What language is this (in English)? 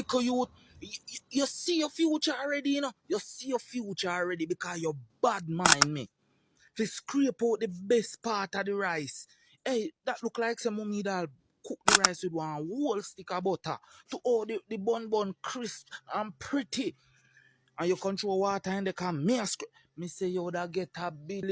Jamaican Creole English